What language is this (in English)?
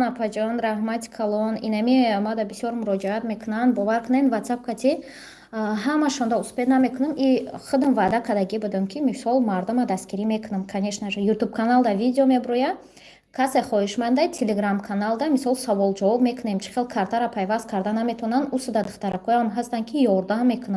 Tajik